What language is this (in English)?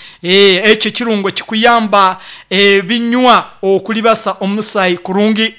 Nyankole